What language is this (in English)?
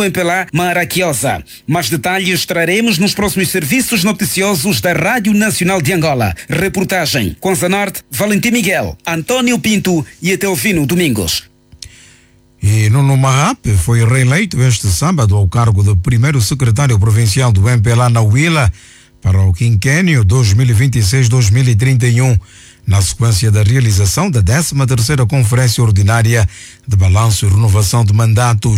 Portuguese